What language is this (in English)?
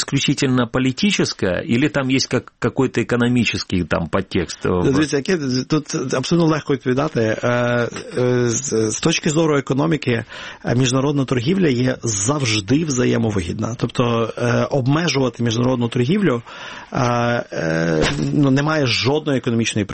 Ukrainian